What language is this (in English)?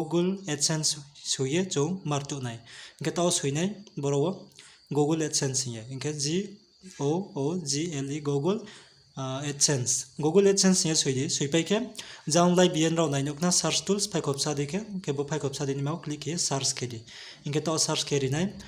Riang (India)